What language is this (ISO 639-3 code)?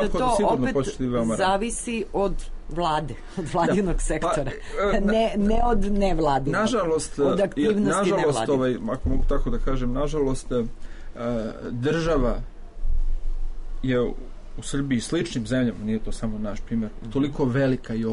srp